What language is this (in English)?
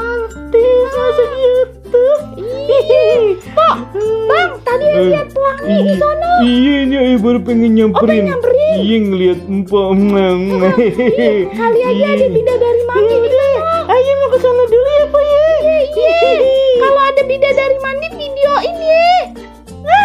Betawi